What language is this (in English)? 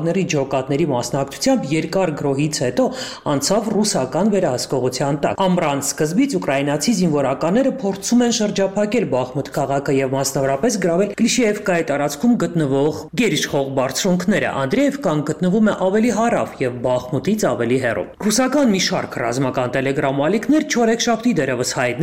Armenian